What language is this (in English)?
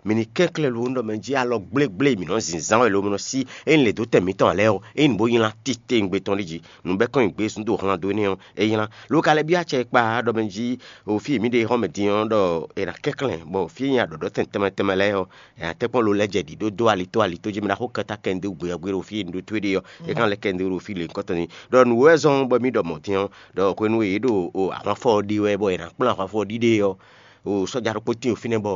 Fon